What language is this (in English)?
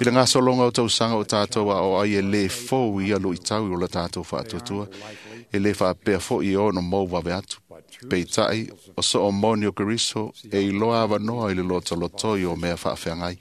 Samoan